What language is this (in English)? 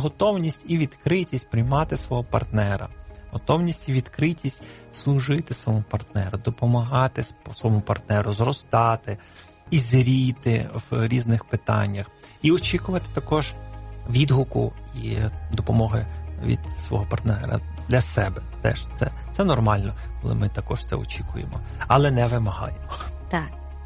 Ukrainian